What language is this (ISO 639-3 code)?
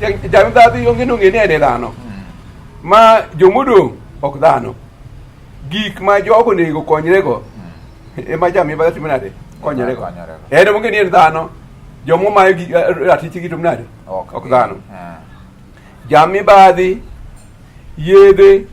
luo